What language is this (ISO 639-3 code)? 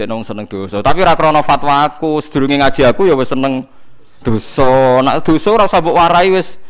jav